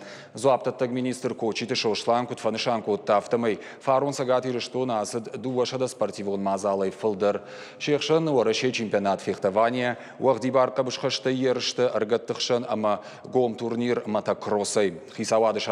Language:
Ossetic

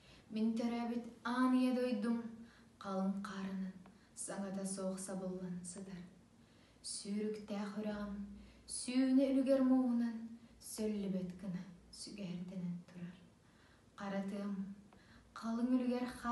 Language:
Yakut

